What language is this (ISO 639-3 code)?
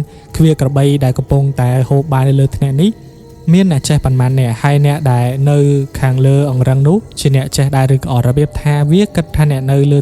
khm